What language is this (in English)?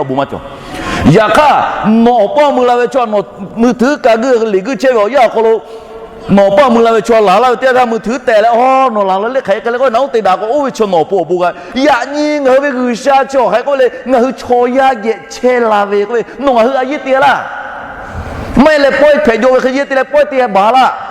Lahu